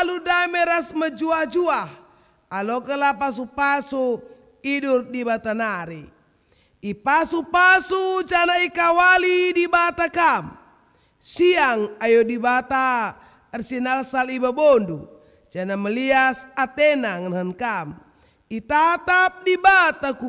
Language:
Batak Karo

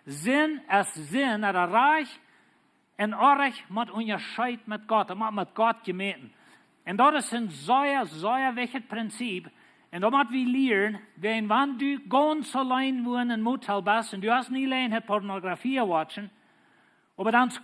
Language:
Plautdietsch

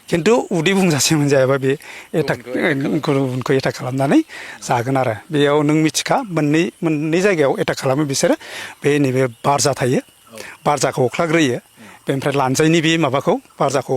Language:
Bodo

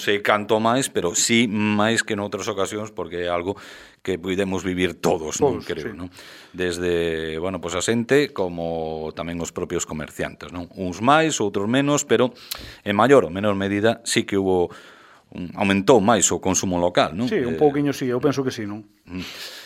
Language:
Galician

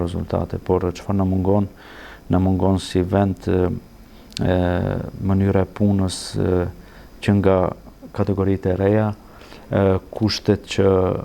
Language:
Albanian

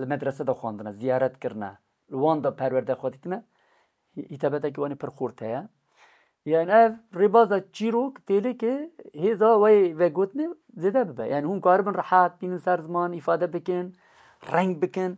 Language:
Kurdish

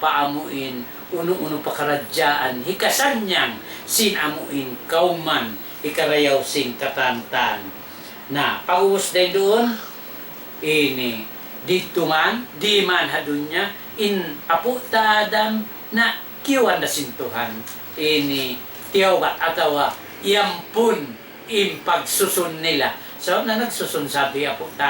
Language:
Tausug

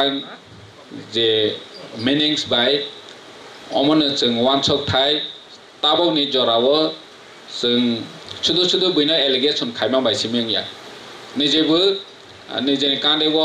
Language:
Kok Borok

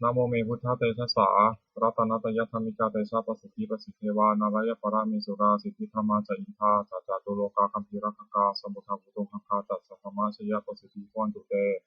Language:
Pali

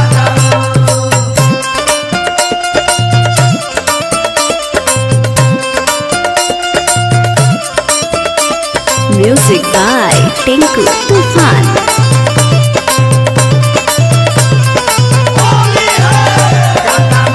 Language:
Bhojpuri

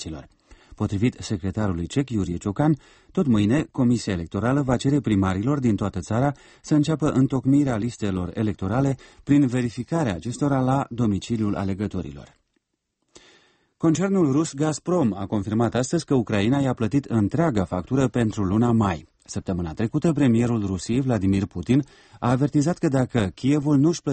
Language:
Romanian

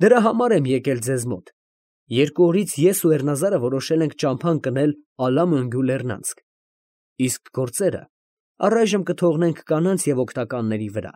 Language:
Armenian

